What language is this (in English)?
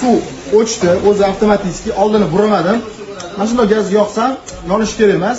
Uzbek